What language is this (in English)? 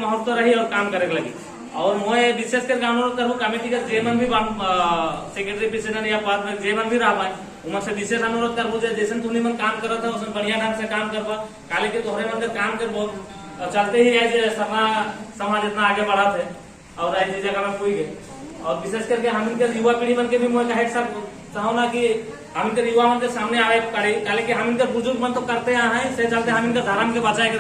Sadri